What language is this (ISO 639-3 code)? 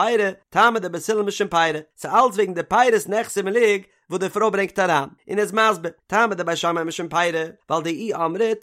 yid